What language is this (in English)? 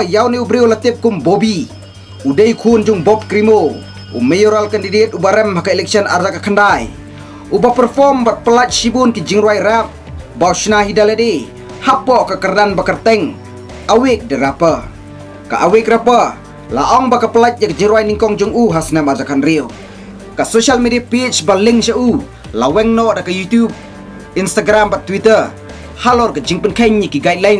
Khasi